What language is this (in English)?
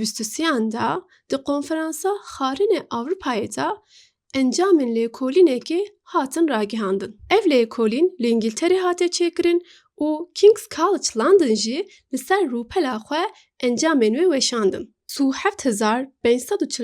Kurdish